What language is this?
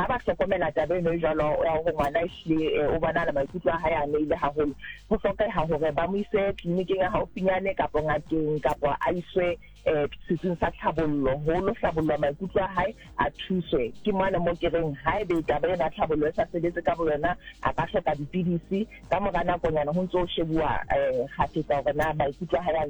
Southern Sotho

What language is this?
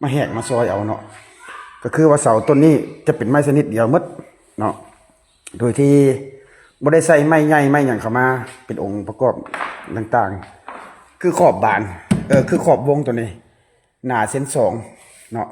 Lao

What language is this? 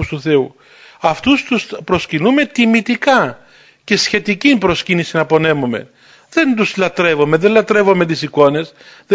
Greek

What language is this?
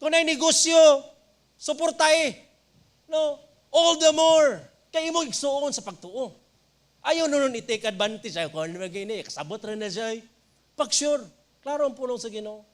Cebuano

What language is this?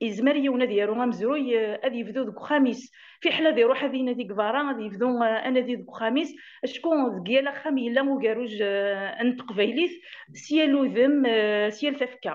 Kabyle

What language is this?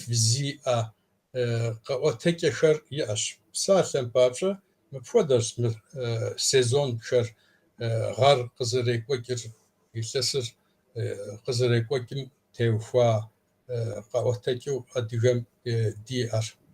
Kabardian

